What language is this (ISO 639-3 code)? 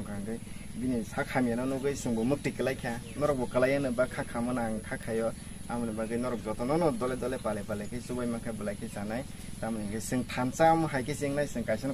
trp